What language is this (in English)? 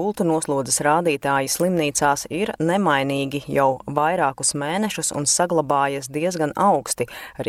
Latvian